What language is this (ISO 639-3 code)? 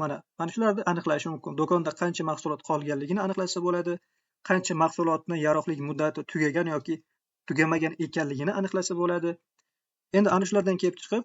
uzb